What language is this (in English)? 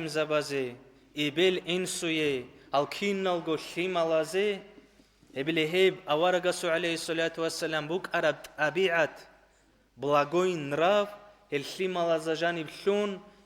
Avaric